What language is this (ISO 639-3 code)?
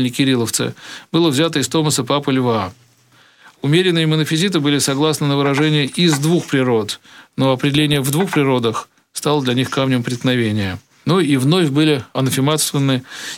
rus